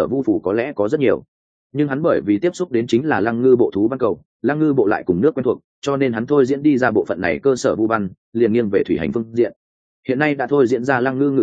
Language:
Vietnamese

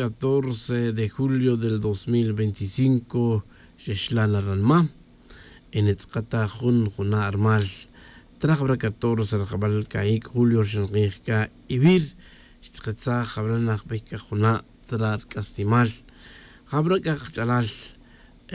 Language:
Tz'utujil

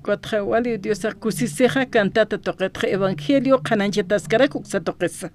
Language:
Aymara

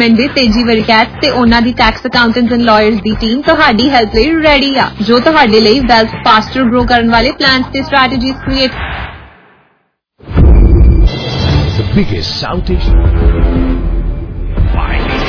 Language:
Punjabi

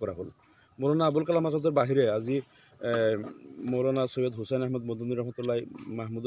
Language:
Assamese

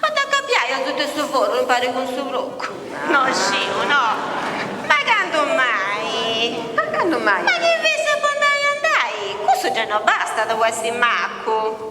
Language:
Sardinian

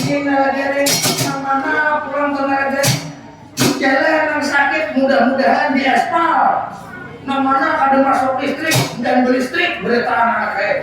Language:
Banjar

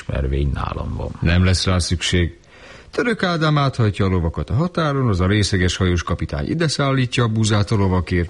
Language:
Hungarian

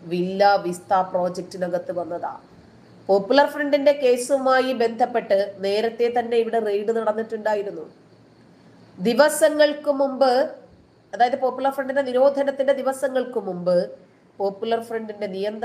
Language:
Malayalam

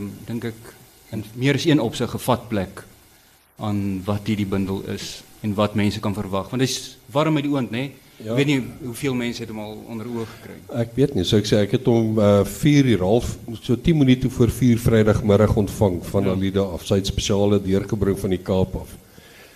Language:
Afrikaans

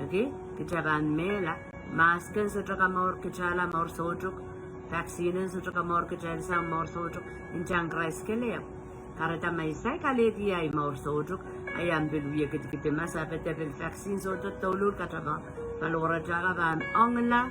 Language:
Pohnpeian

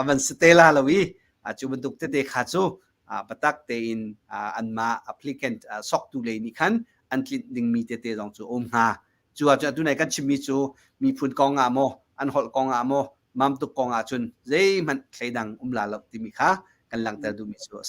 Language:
Hakha Chin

